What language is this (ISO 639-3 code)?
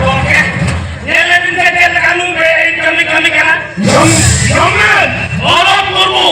sat